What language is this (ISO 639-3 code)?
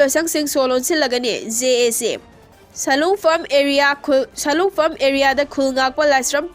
mni